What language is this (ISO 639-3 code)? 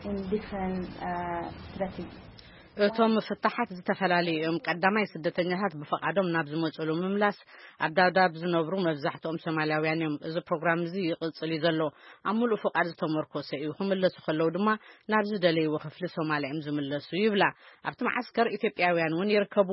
tir